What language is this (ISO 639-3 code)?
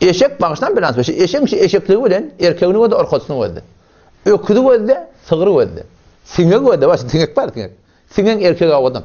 tuk